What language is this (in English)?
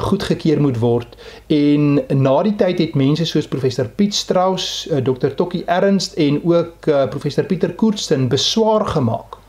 Afrikaans